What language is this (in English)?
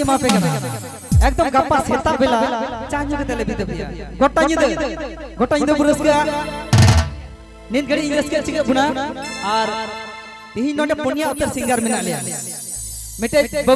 Santali